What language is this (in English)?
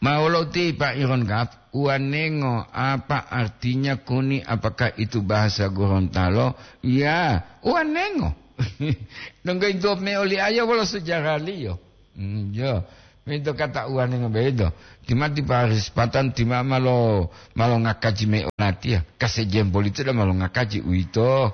Gorontalo